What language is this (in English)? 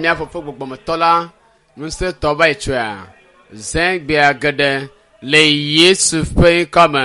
Ewe